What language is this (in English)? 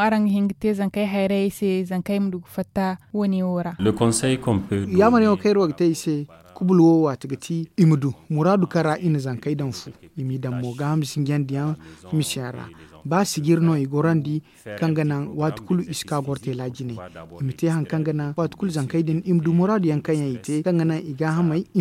Zarma